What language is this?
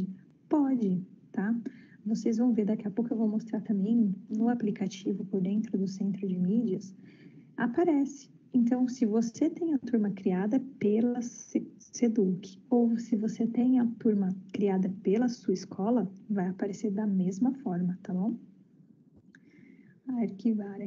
Portuguese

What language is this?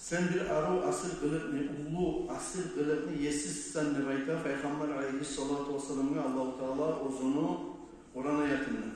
Kumyk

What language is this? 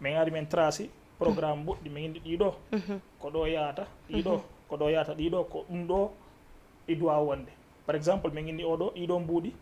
Fula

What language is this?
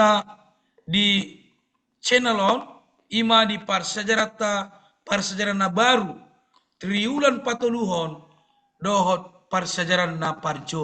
Batak Toba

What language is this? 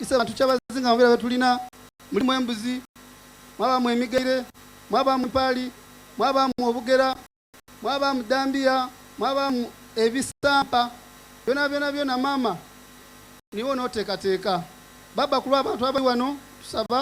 Soga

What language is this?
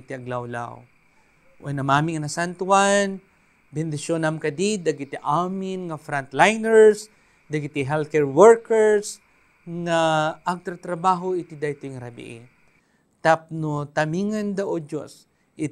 Iloko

